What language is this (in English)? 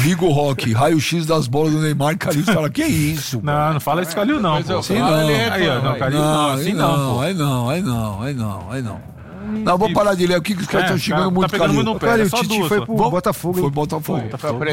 Portuguese